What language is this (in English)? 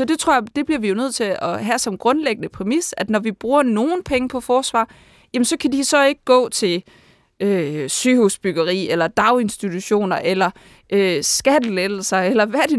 Danish